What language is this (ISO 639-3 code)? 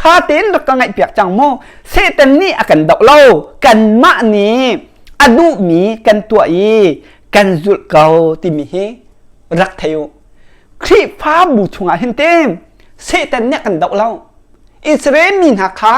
cnh